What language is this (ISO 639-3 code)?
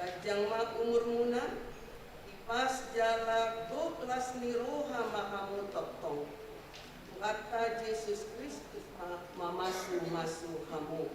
bbc